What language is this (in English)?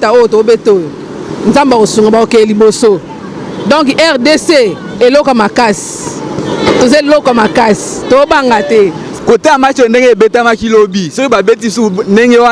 Lingala